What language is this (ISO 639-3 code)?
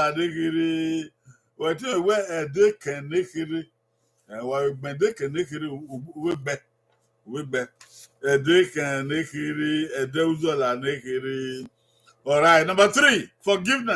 bin